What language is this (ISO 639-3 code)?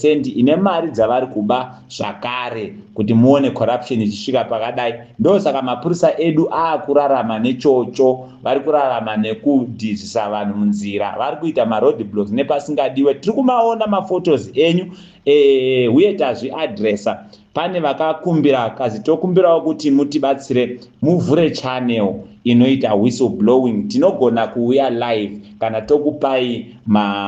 sna